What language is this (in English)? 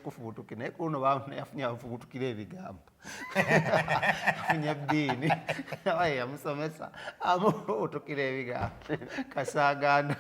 Ganda